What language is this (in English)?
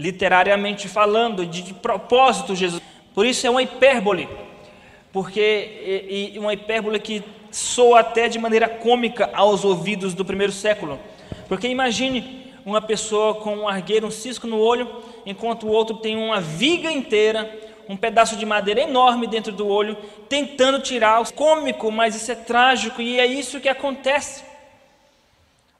Portuguese